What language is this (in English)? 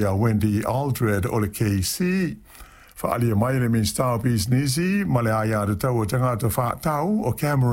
Samoan